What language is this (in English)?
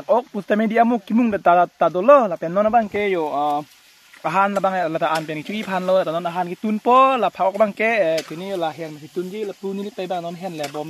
Karbi